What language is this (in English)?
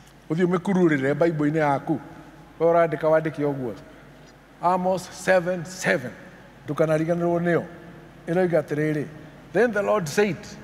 Kikuyu